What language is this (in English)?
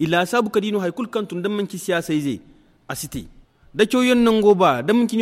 Zarma